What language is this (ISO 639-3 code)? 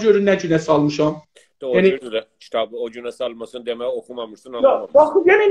azb